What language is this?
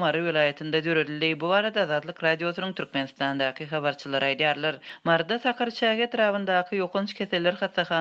Turkmen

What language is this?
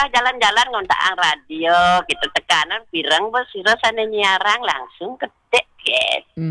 Balinese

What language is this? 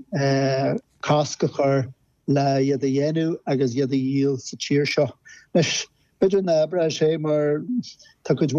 Irish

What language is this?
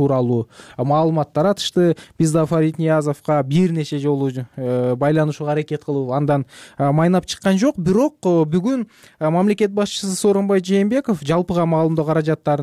Kyrgyz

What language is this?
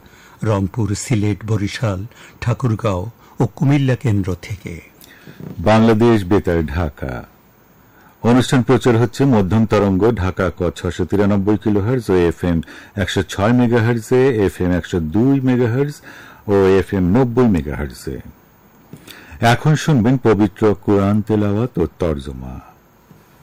Bangla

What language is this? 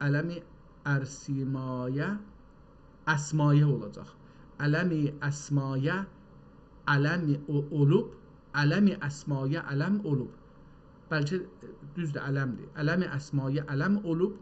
South Azerbaijani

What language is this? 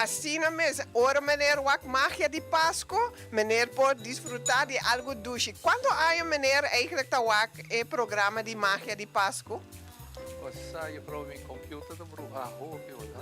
Papiamento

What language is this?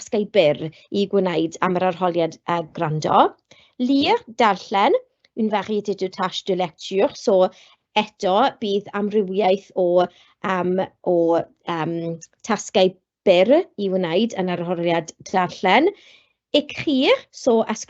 Welsh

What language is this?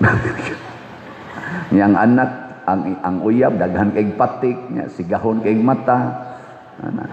Cebuano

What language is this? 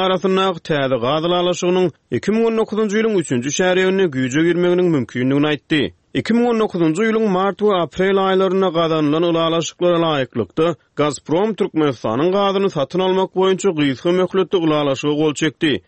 Turkmen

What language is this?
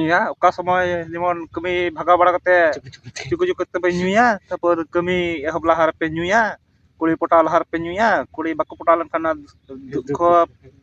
Santali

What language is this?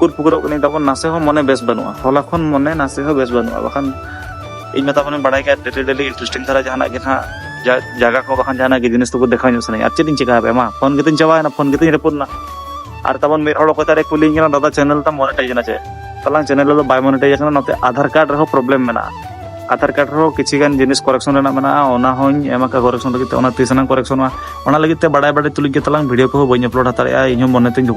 Santali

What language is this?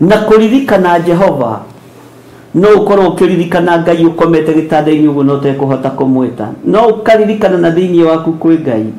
Kikuyu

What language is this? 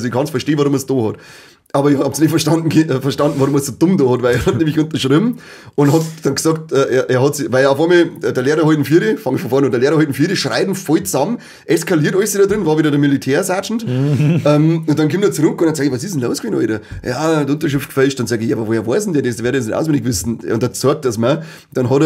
Bavarian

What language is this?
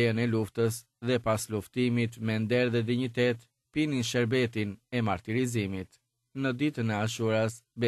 Albanian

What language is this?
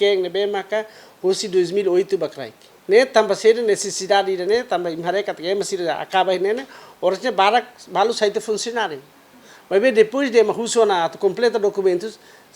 Tetum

